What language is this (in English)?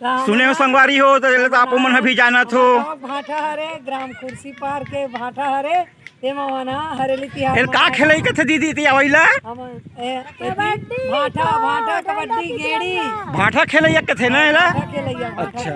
Chhattisgarhi